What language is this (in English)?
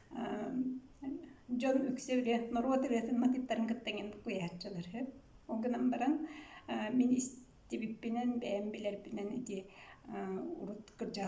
Yakut